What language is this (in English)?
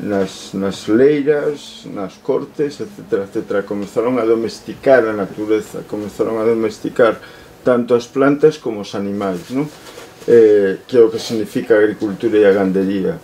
Galician